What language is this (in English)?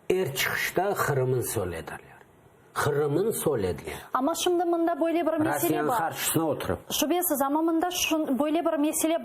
Crimean Tatar